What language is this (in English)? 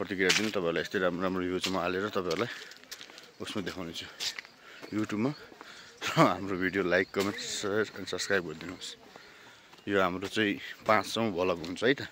Nepali